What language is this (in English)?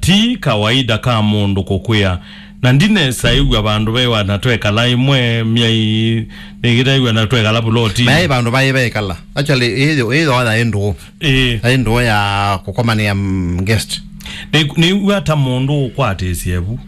Kamba